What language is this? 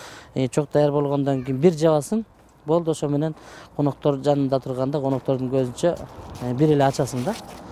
Kyrgyz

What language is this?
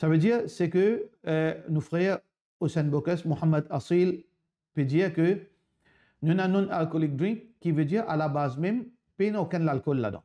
Morisyen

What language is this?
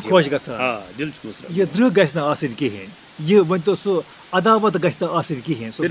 Kashmiri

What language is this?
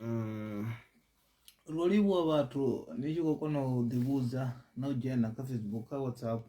Venda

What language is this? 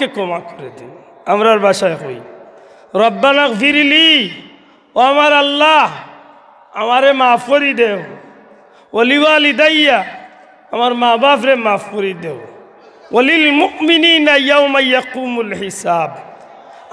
Sylheti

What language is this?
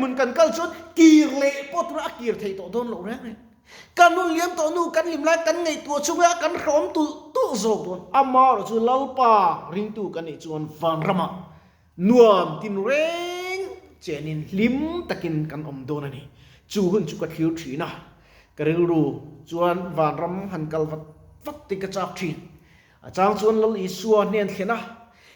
Mizo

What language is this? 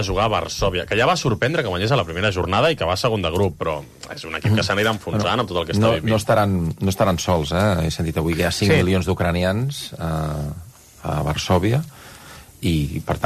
Catalan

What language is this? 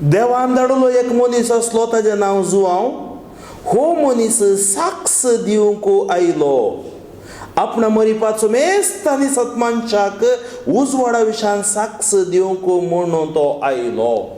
Konkani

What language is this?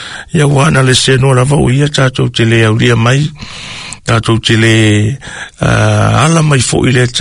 Samoan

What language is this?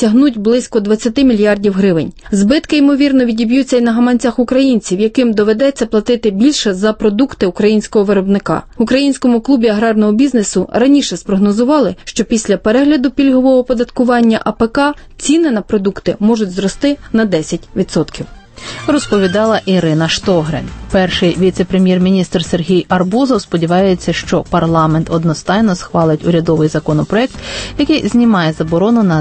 Ukrainian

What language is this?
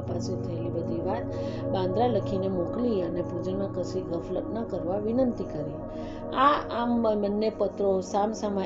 Gujarati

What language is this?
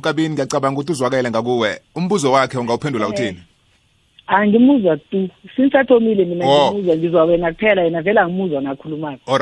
South Ndebele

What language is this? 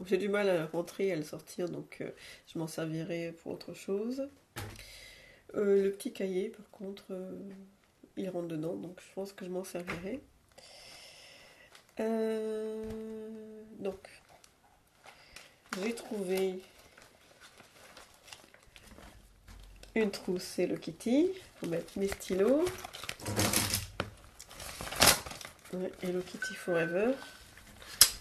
French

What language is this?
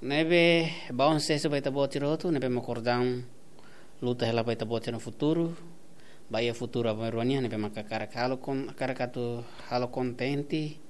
Tetum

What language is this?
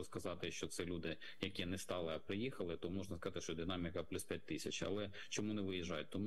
Ukrainian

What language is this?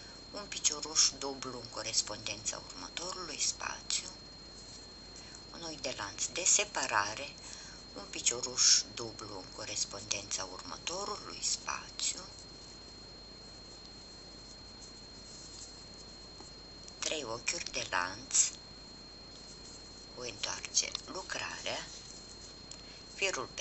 Romanian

